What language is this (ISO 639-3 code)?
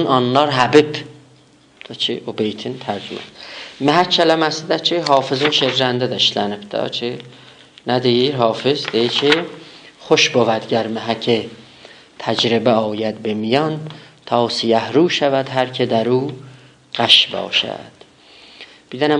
azb